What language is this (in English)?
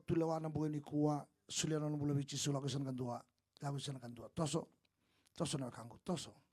Fijian